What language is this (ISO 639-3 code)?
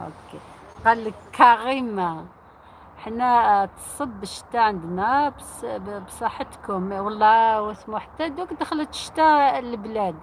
arq